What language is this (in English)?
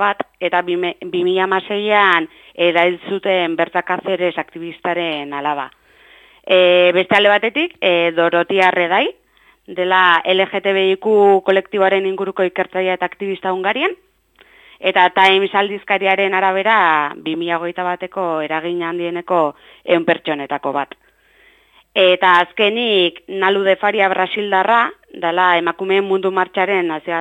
Basque